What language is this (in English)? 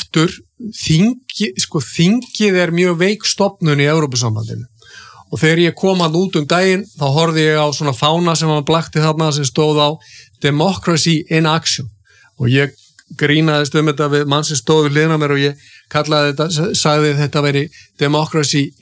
Icelandic